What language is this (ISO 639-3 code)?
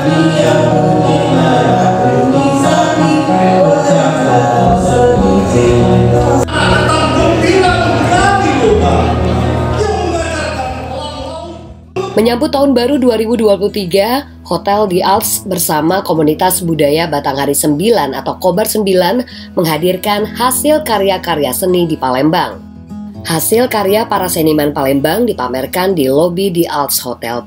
ind